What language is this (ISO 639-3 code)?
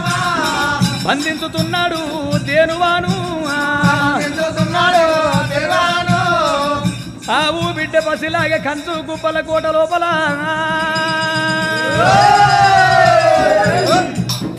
tel